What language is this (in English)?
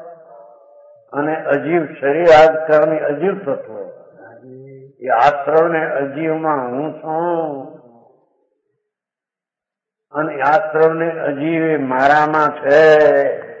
Gujarati